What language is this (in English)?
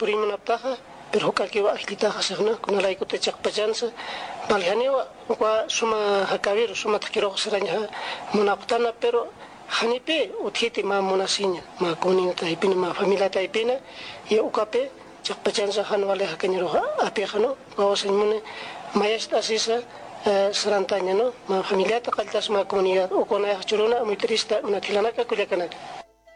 Aymara